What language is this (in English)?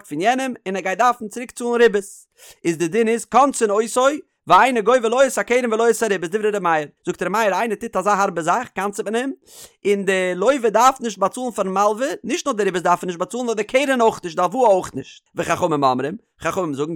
Yiddish